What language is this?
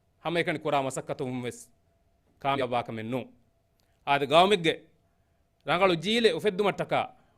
Divehi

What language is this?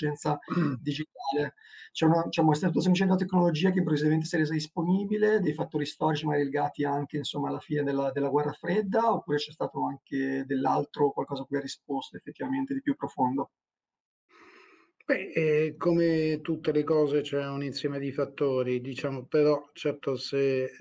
Italian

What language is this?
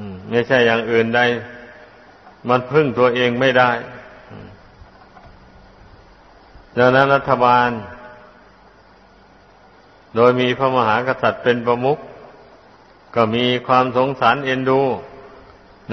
Thai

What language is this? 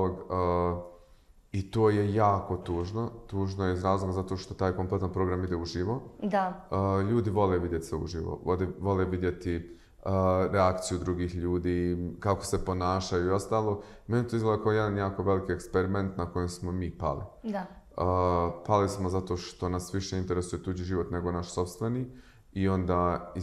Bosnian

